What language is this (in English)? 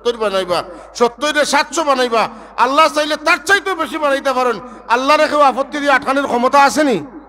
Sylheti